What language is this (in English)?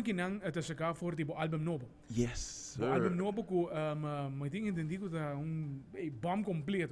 Papiamento